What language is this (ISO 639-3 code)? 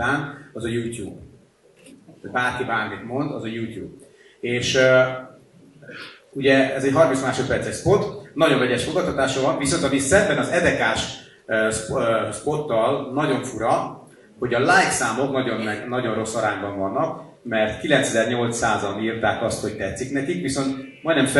hun